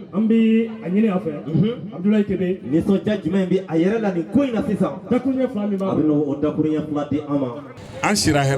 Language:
Bambara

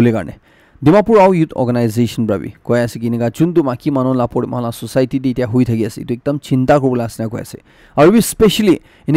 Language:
Naga Pidgin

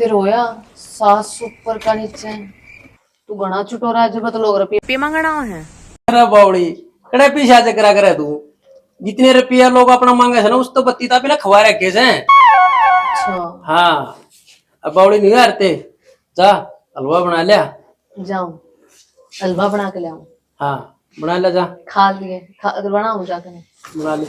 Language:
Haryanvi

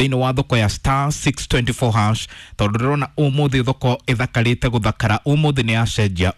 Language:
Kikuyu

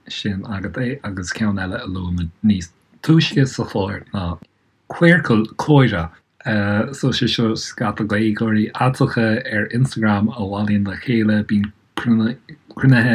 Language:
Irish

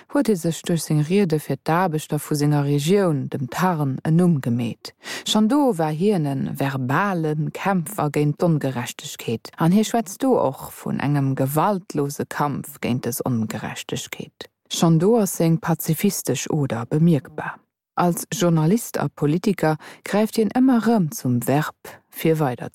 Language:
Luxembourgish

